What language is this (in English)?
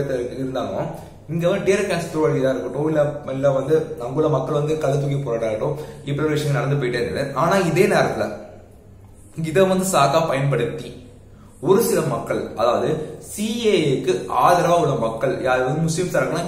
Tamil